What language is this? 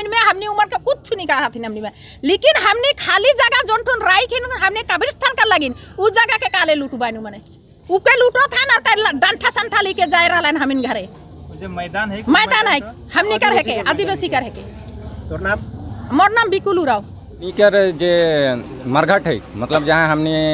Sadri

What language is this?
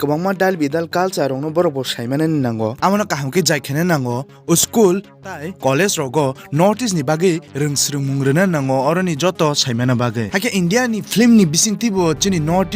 Kok Borok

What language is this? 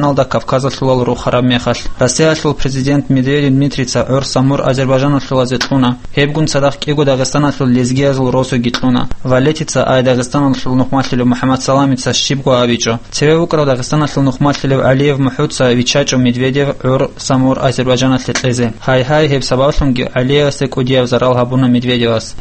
Avaric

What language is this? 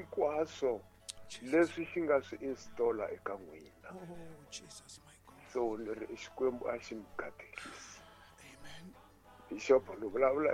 Tsonga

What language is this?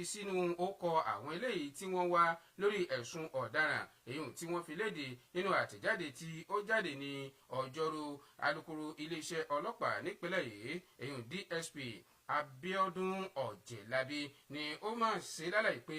Yoruba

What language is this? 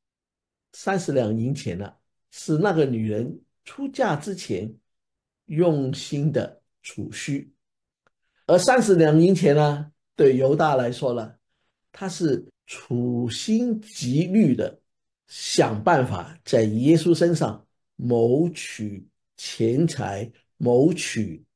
Chinese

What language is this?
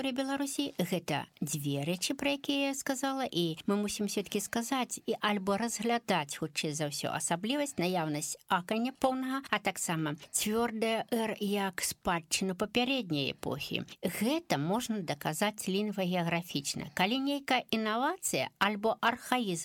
Belarusian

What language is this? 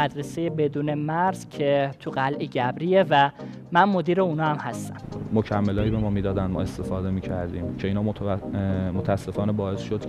Persian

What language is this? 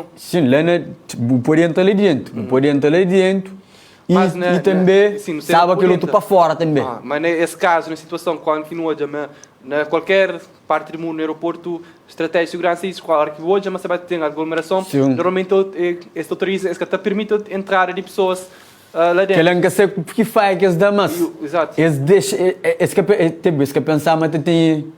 Kabuverdianu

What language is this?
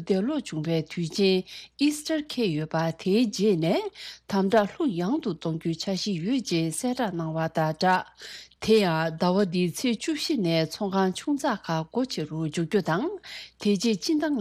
Tibetan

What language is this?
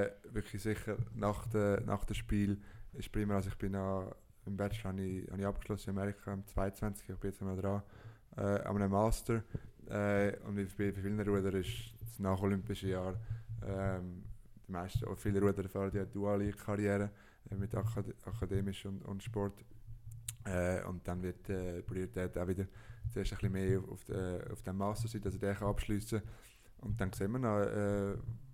German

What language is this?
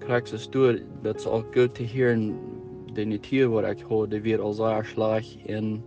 Plautdietsch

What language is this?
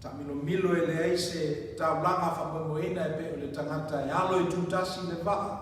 Samoan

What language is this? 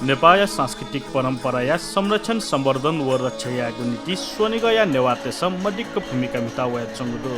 Newari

